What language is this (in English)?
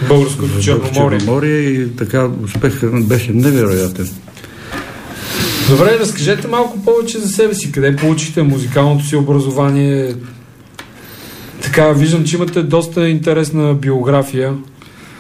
Bulgarian